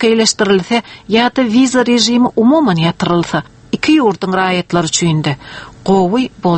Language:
Turkmen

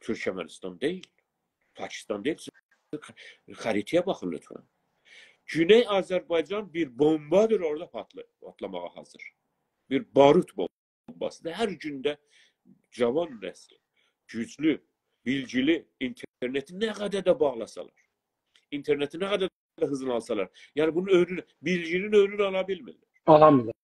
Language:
South Azerbaijani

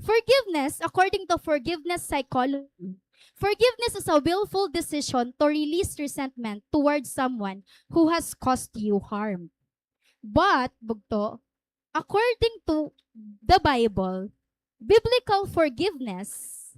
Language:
Waray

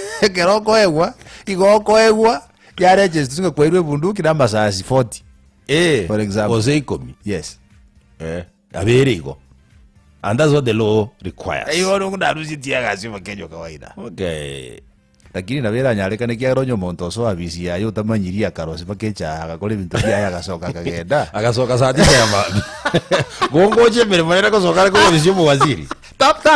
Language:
Gusii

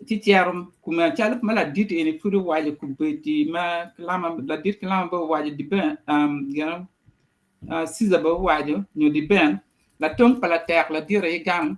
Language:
Acoli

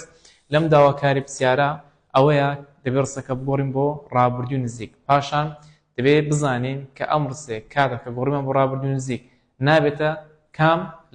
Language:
Central Kurdish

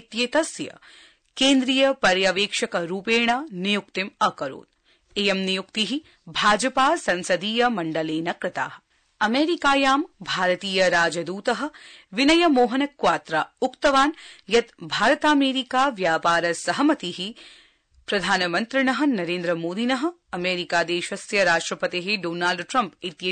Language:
Sanskrit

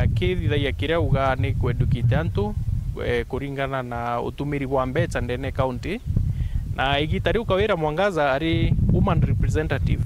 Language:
Meru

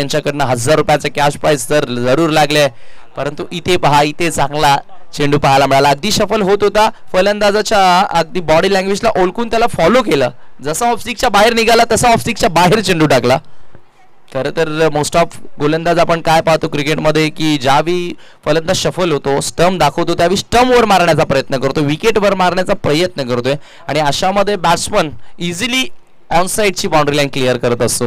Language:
Marathi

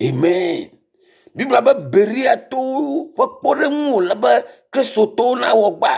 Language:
Ewe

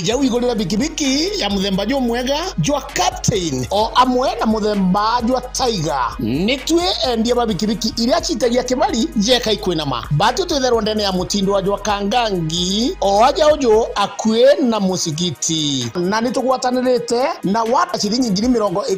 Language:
Meru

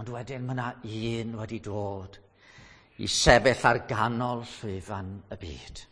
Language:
Welsh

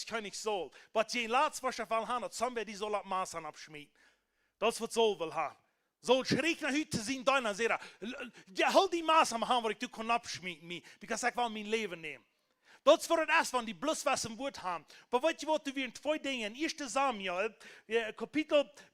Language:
Plautdietsch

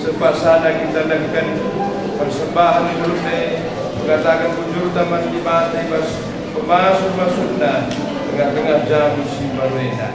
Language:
Batak Karo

